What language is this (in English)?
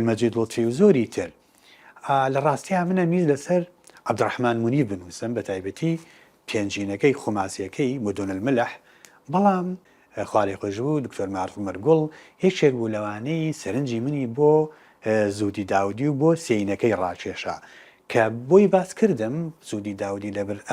Central Kurdish